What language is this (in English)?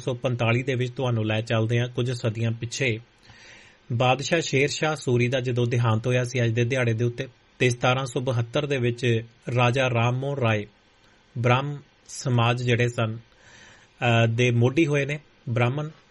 Punjabi